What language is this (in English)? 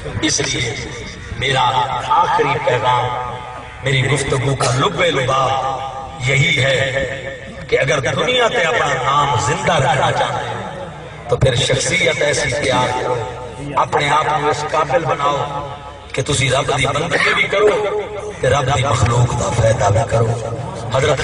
Saraiki